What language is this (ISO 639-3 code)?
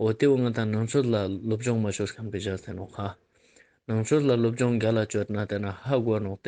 lbj